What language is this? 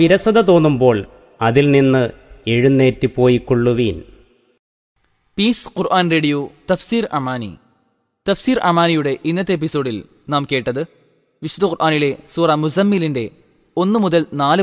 Malayalam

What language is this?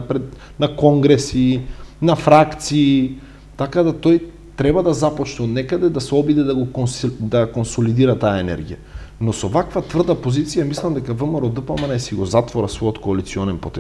Macedonian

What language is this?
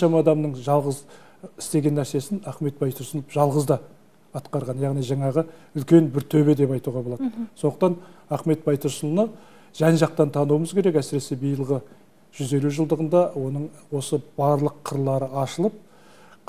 Kazakh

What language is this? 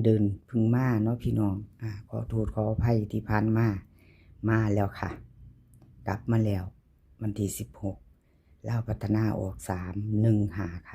Northeastern Thai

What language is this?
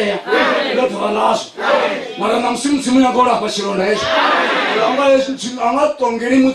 Venda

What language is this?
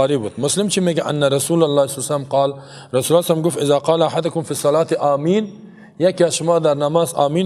Persian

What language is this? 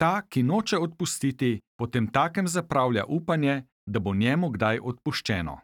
Slovenian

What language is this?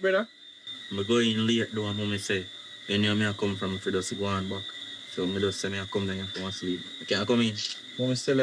Jamaican Creole English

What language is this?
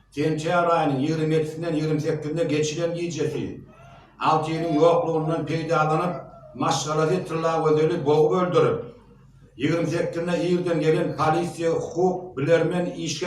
Turkmen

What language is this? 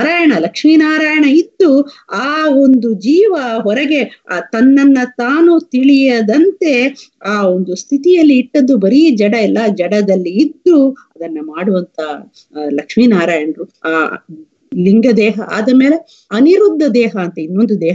Kannada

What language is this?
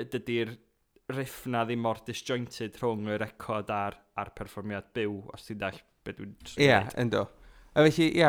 Welsh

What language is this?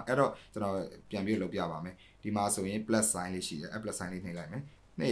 Burmese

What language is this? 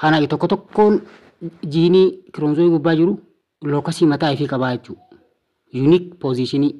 Oromo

